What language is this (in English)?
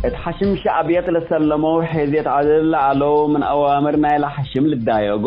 Tigre